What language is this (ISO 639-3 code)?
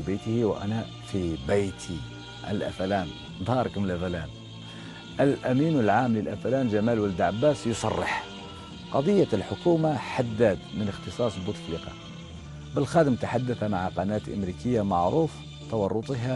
arq